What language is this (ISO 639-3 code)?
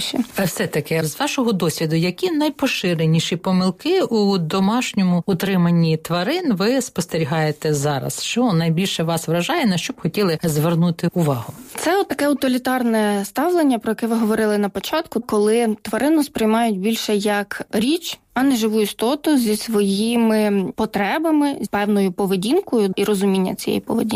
ukr